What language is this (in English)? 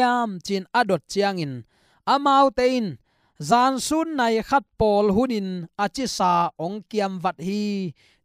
Tedim Chin